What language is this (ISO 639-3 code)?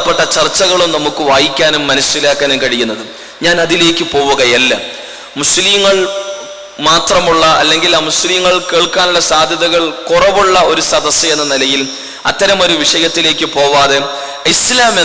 mal